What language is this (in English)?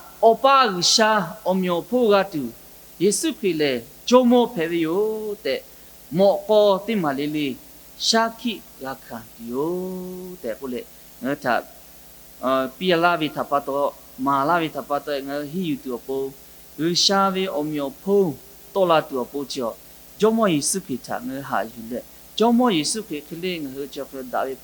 Lahu